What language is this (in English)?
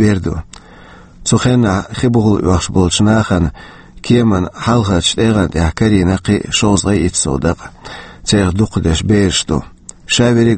Chechen